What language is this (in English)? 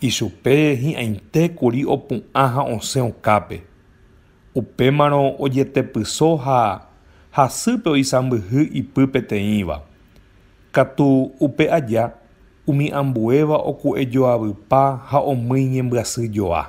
Guarani